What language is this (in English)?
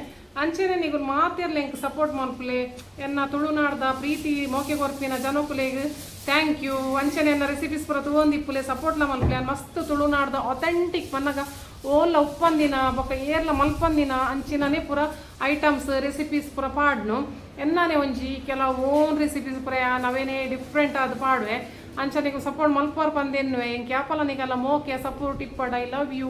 Tulu